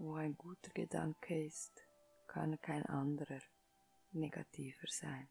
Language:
Swiss German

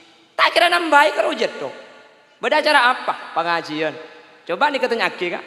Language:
Madurese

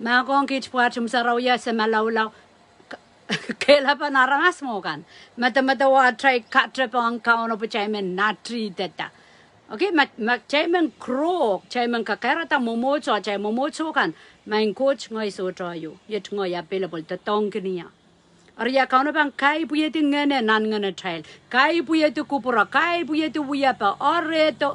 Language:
Pohnpeian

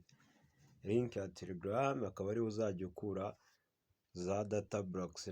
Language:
Kinyarwanda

